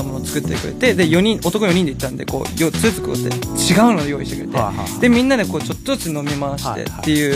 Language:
Japanese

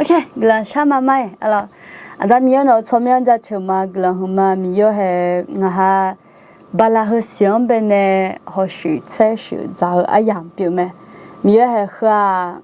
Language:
Akha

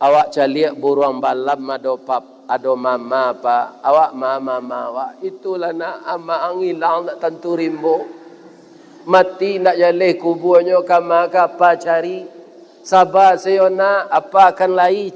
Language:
Minangkabau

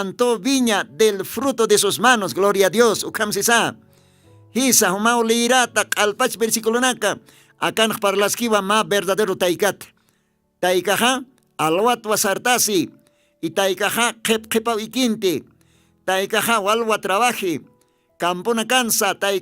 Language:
Aymara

